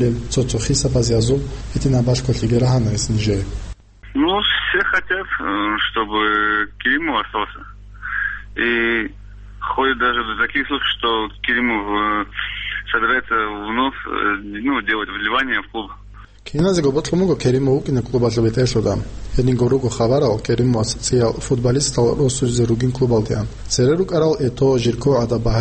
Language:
Avaric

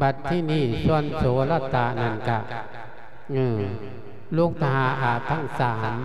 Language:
Lao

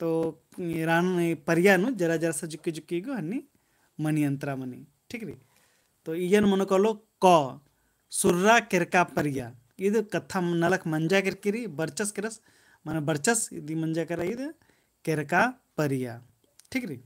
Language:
Kurukh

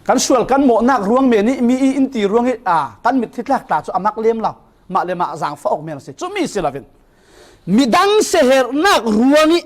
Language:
Falam Chin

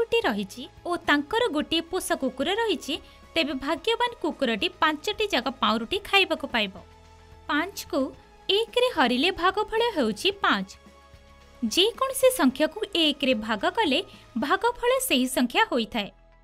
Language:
Odia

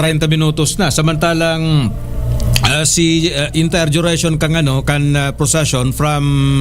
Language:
Bikol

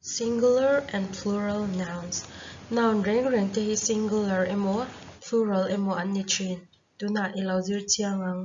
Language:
Mizo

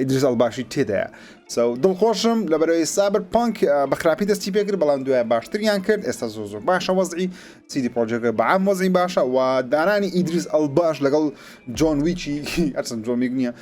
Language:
Central Kurdish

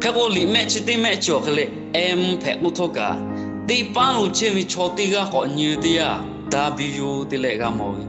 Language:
Lahu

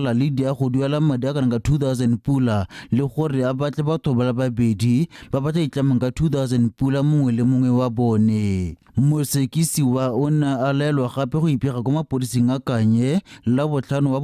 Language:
Tswana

